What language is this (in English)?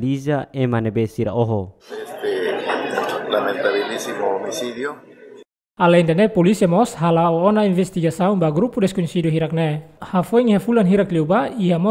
Tetum